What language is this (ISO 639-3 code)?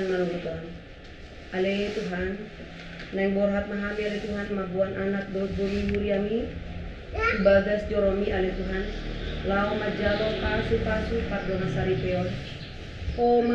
bbc